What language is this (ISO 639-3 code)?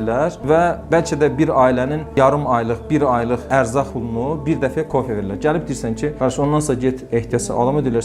aze